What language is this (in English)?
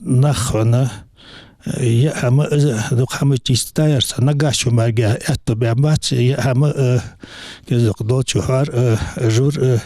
Ingush